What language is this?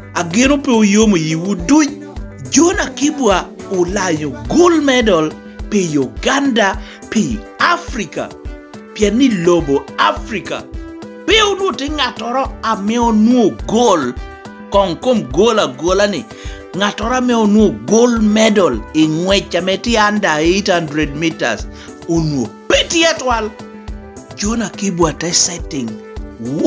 Lango (Uganda)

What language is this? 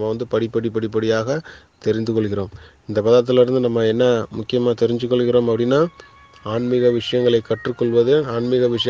Tamil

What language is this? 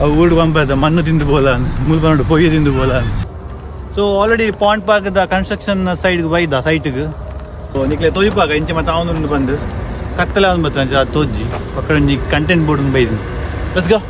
Tulu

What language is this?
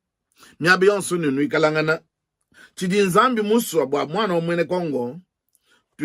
Luba-Lulua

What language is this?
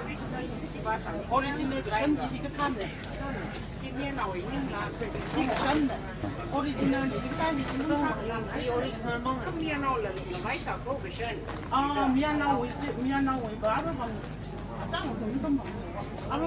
Tangkhul Naga (India)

